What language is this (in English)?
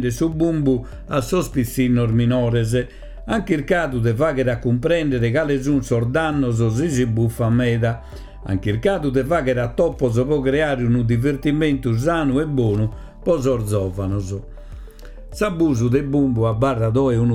Sardinian